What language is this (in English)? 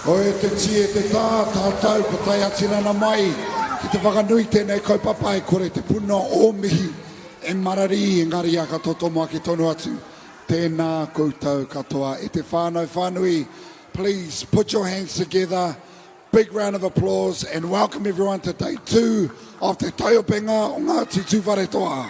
Māori